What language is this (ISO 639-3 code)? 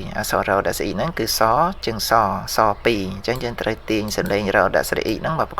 khm